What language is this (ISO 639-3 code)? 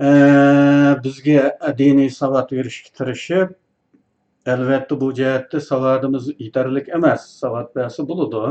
uig